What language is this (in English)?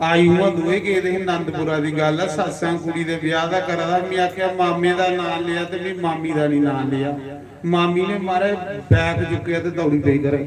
Dogri